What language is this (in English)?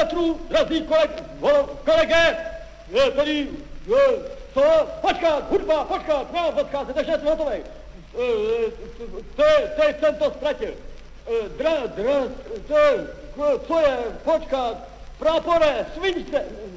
Czech